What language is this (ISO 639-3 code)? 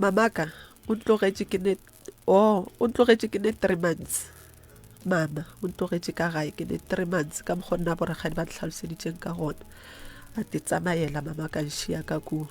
nso